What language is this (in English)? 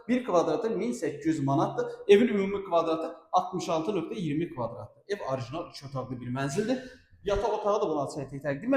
Azerbaijani